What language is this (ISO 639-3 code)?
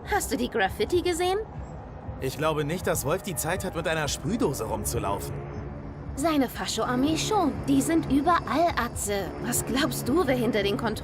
gsw